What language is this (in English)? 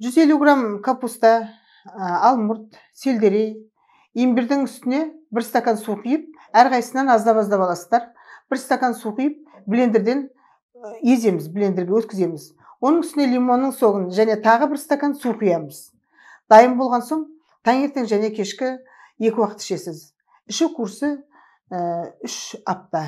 Kazakh